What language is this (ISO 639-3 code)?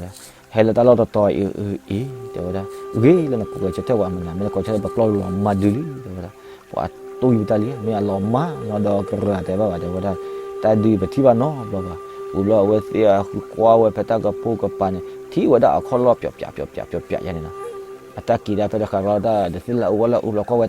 ksw